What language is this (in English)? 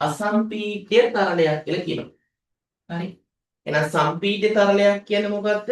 Sinhala